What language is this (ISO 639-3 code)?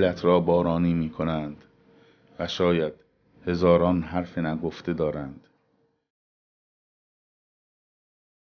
fas